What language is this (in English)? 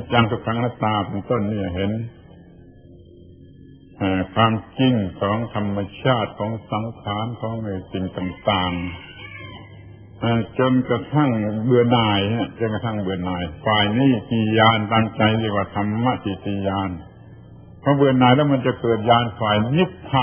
Thai